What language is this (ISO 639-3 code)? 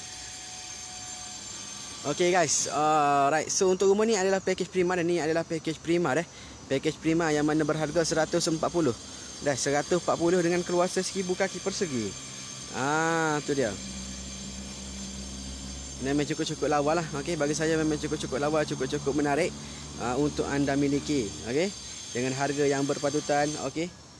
msa